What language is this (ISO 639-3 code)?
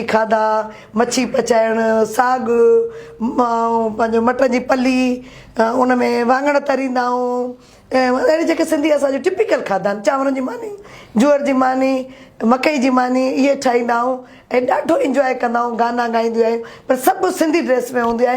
snd